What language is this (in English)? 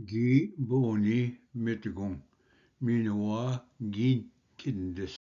Ojibwa